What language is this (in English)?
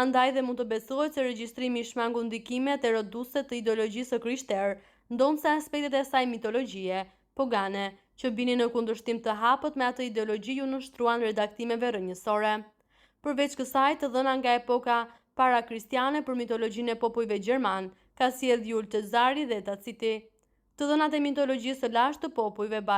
Albanian